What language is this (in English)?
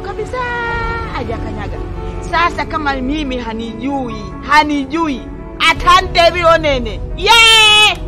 Swahili